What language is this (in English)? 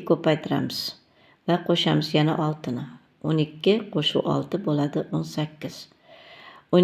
Uzbek